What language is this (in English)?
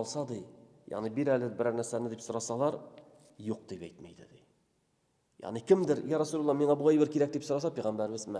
Tatar